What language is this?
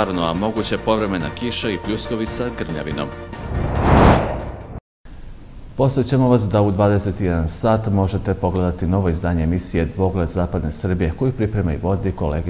Serbian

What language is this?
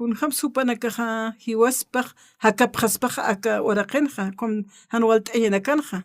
Aymara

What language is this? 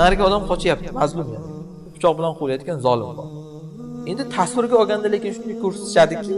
Uzbek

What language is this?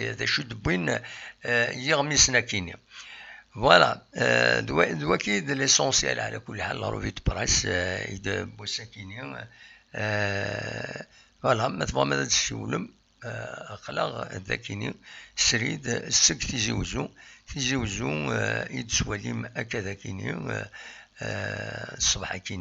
Kabyle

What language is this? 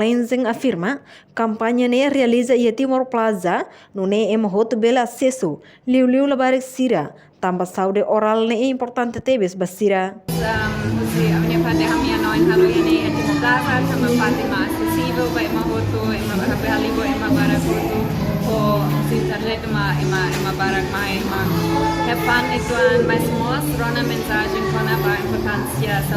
Tetum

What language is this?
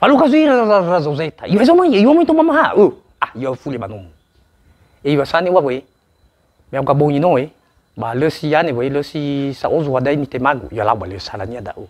Nias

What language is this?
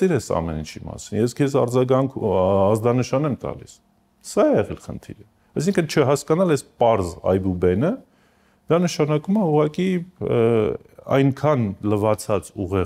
Armenian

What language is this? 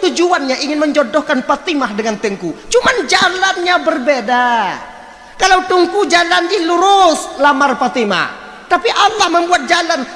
Achinese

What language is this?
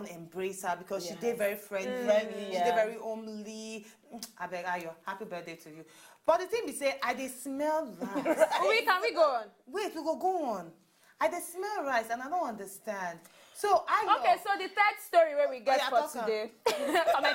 Nigerian Pidgin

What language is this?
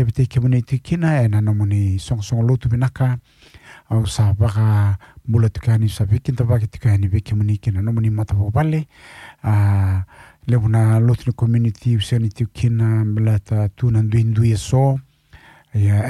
Fijian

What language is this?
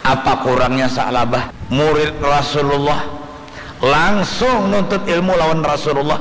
Banjar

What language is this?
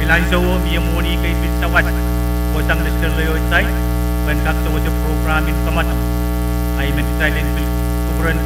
Pohnpeian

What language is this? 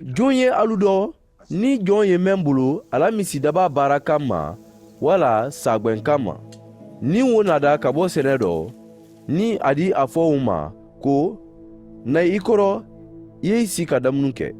Mandingo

